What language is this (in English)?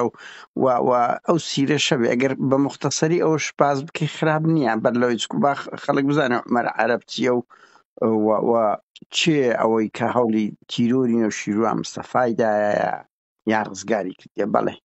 Central Kurdish